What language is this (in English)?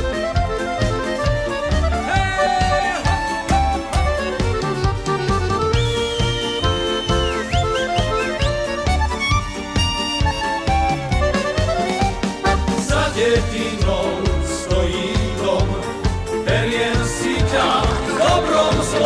Slovak